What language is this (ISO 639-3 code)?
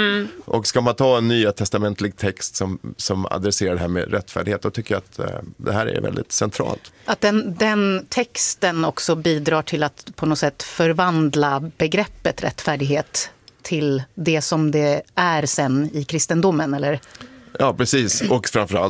swe